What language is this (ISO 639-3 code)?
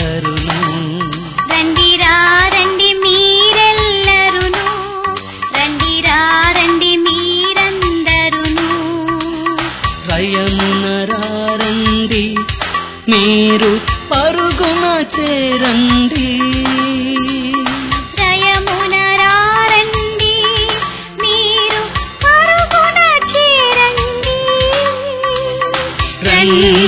tel